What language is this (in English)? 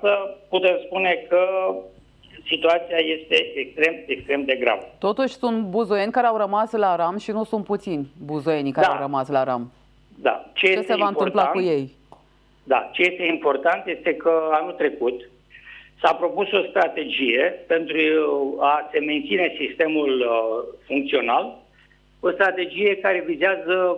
Romanian